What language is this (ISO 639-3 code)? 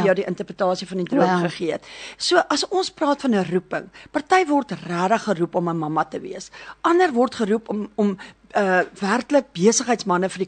afr